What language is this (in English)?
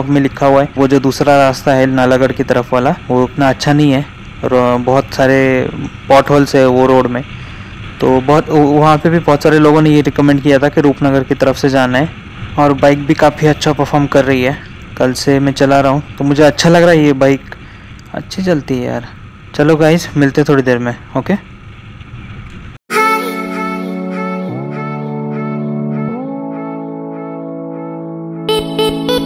Hindi